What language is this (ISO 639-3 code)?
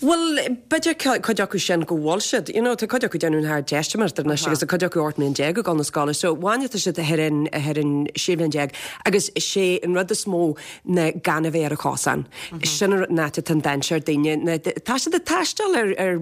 gle